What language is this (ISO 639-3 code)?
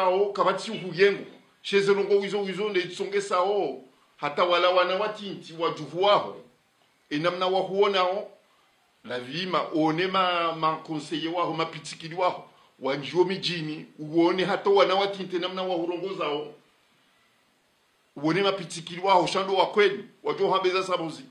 swa